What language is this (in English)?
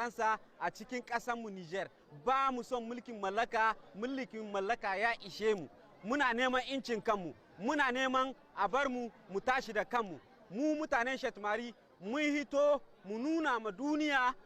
Hausa